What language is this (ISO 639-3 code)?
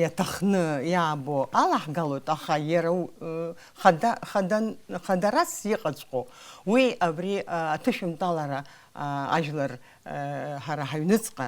abk